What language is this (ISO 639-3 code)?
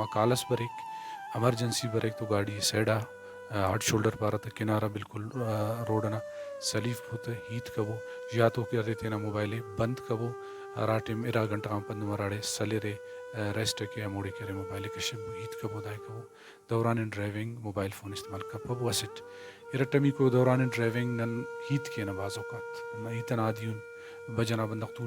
brh